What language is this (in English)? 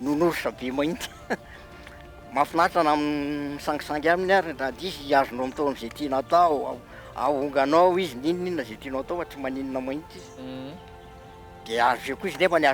Malagasy